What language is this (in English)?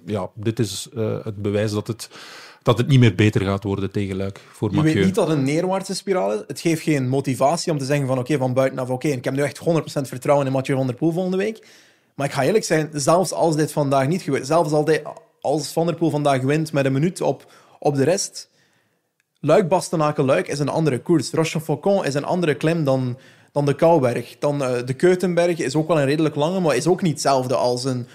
Dutch